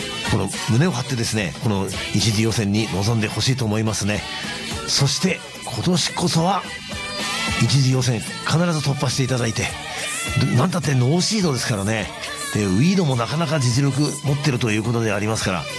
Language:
Japanese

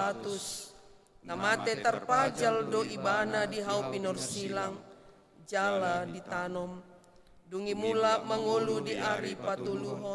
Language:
Batak Toba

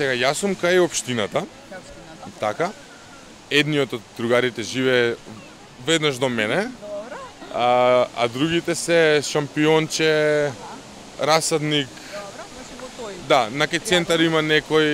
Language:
Macedonian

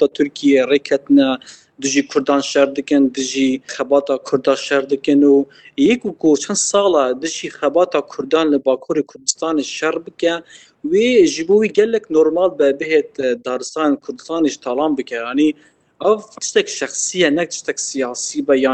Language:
Kurdish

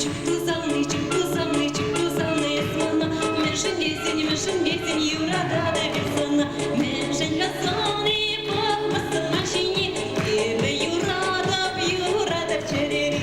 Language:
Chuvash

